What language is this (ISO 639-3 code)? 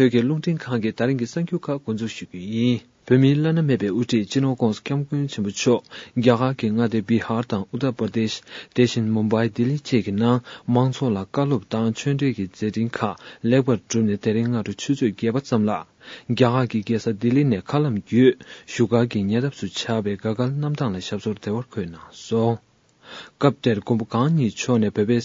bod